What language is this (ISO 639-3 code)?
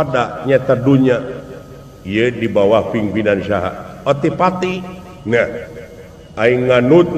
sun